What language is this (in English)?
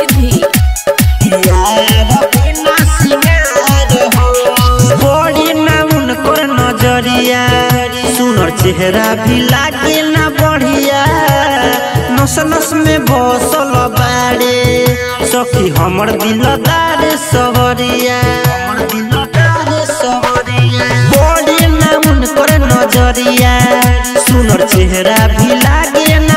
Bhojpuri